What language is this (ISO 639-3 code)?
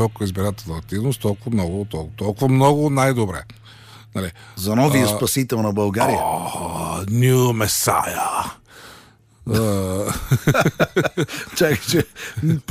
bul